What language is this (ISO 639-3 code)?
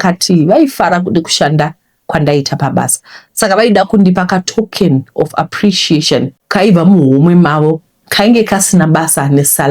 sna